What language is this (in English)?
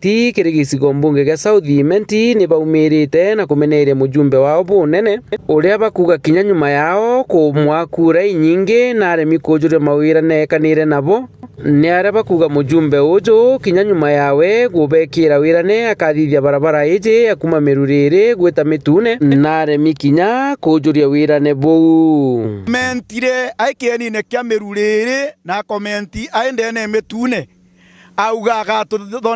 Meru